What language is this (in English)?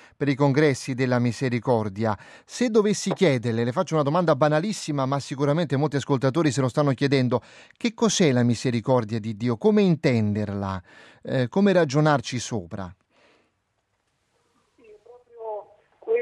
Italian